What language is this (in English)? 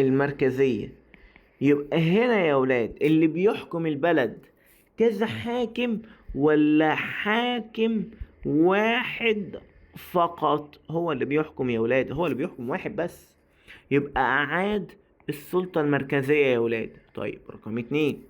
Egyptian Arabic